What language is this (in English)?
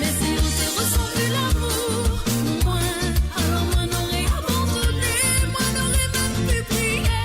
Morisyen